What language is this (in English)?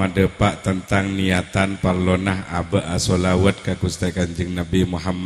Madurese